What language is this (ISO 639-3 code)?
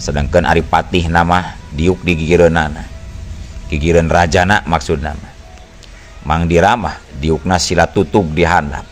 sun